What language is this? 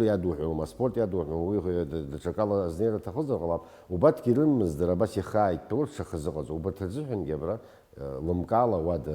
Abkhazian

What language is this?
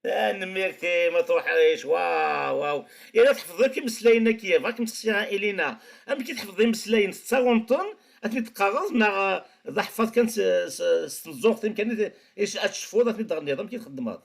Kabyle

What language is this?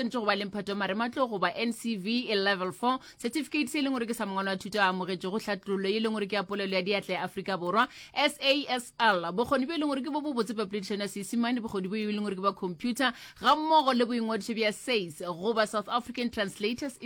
Northern Sotho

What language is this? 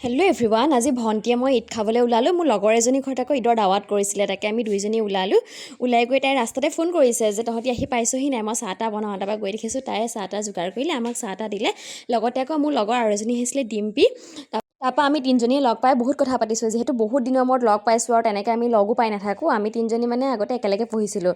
Assamese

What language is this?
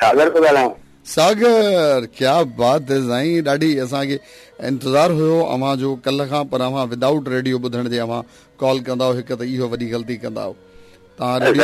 Sindhi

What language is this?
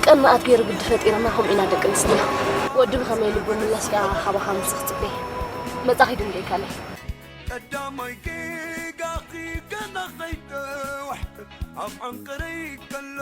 Tigrinya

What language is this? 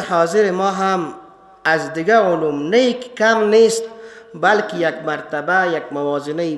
Persian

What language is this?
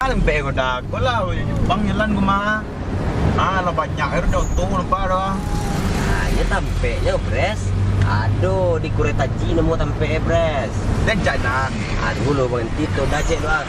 Minangkabau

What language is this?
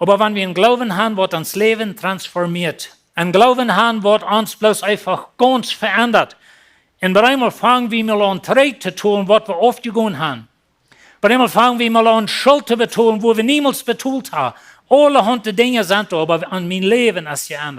Plautdietsch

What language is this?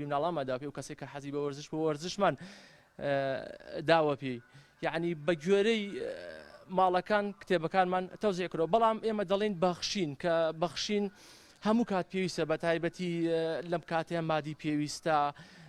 Central Kurdish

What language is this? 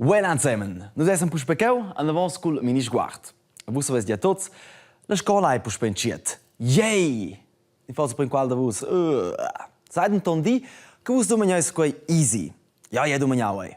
Romansh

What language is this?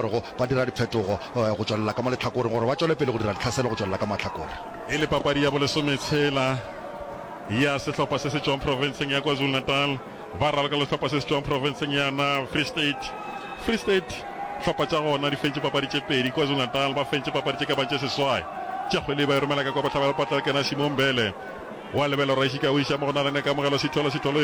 Northern Sotho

